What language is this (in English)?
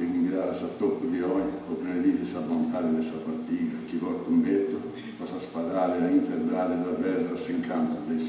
Sardinian